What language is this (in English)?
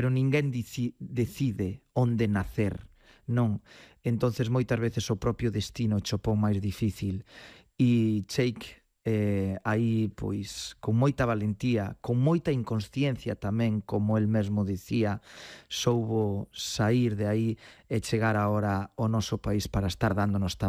Galician